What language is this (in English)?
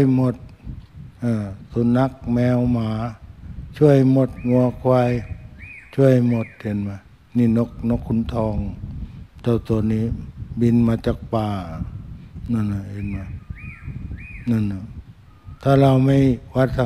Thai